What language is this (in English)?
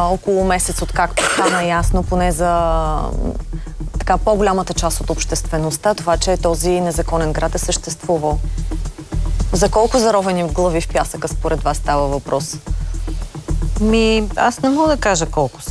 Bulgarian